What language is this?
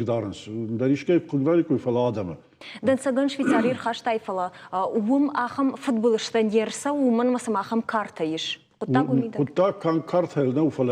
Ossetic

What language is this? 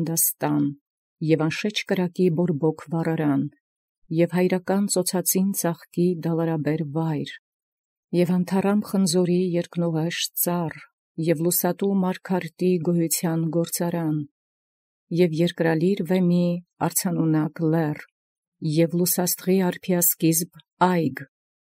Armenian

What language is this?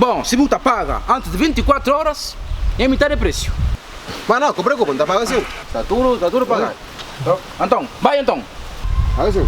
Kabuverdianu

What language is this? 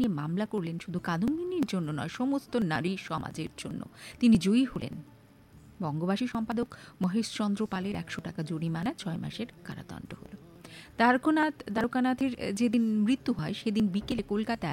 Bangla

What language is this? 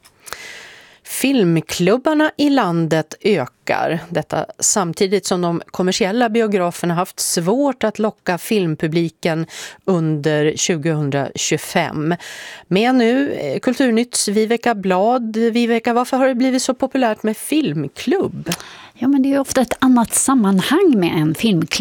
Swedish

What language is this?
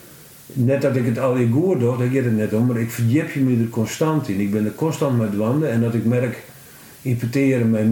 Western Frisian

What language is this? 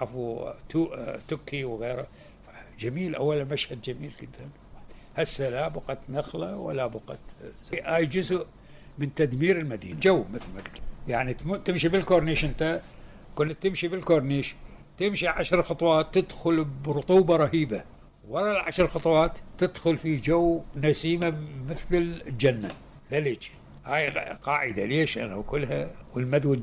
Mesopotamian Arabic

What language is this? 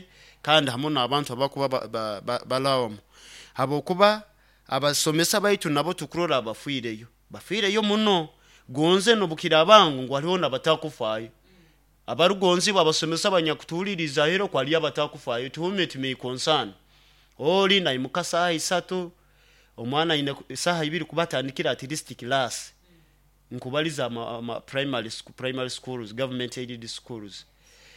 Nyoro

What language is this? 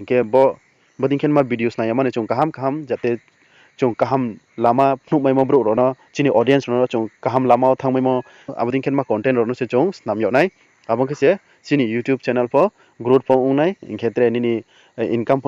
Riang (India)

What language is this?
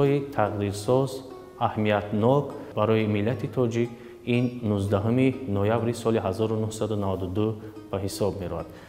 Tajik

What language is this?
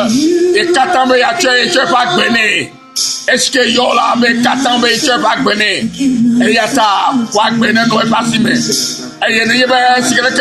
Ewe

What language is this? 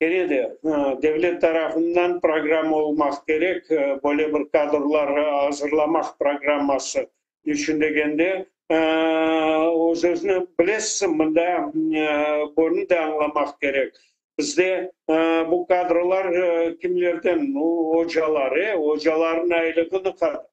Crimean Tatar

